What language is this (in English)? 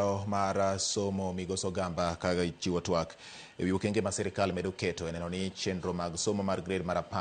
Luo (Kenya and Tanzania)